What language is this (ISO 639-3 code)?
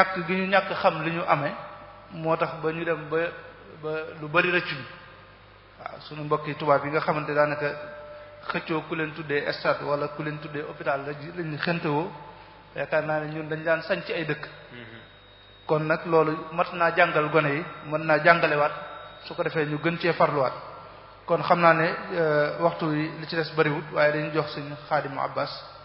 wol